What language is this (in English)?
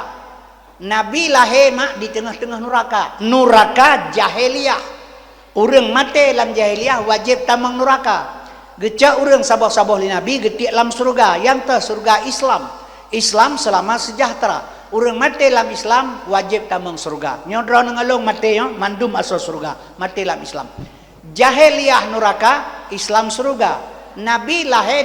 Achinese